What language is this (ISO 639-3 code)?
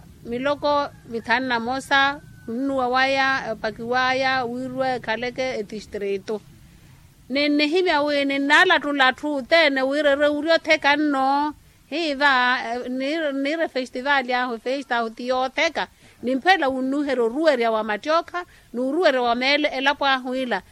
vmw